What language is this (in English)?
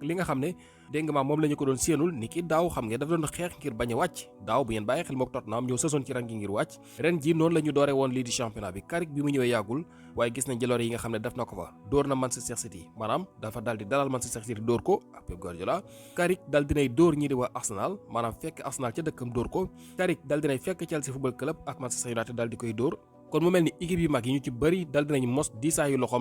Wolof